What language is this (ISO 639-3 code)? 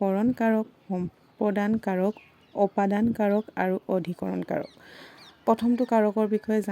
asm